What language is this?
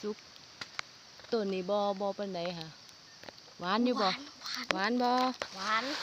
Lao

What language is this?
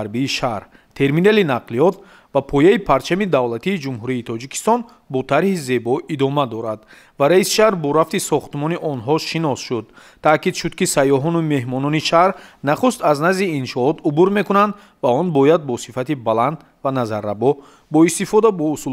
Tajik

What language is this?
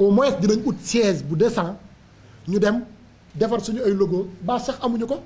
Wolof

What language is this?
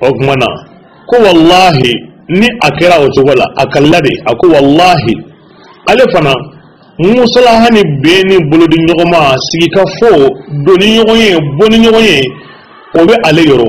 Bambara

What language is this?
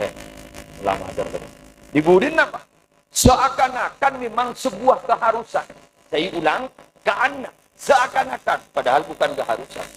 Madurese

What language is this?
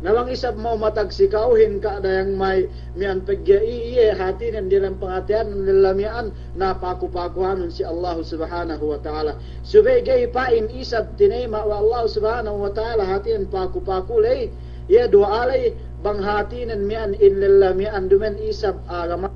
Yakan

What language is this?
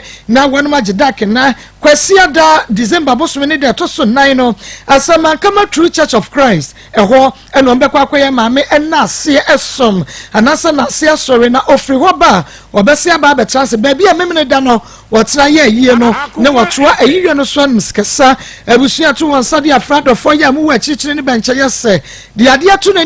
Akan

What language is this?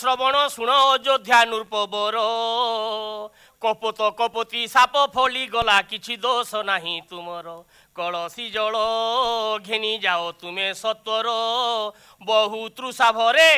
Odia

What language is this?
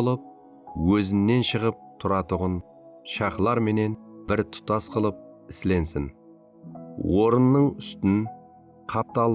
Kara-Kalpak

